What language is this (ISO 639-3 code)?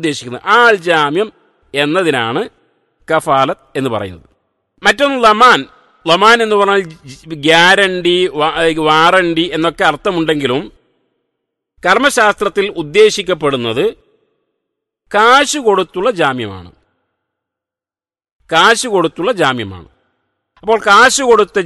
mal